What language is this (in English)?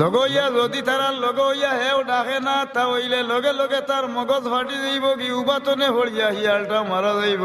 Sylheti